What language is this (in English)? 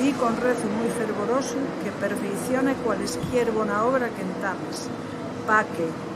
Asturian